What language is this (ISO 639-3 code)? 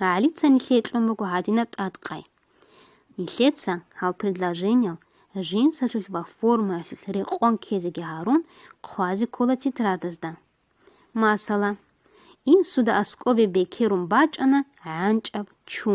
ava